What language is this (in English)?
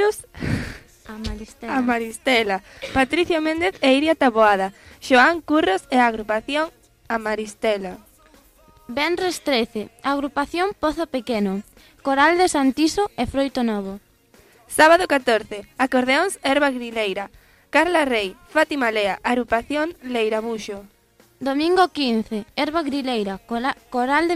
Galician